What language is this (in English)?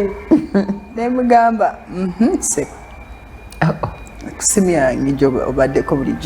Ganda